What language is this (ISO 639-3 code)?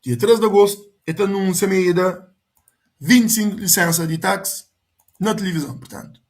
kea